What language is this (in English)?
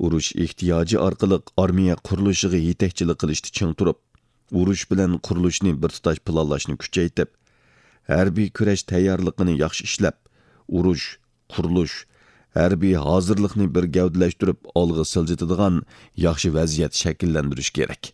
Uyghur